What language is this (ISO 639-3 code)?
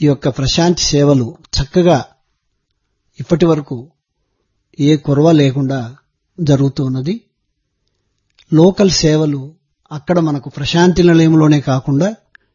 tel